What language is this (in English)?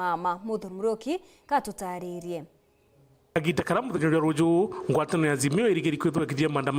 Meru